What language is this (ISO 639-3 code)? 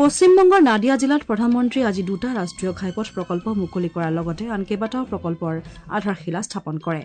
asm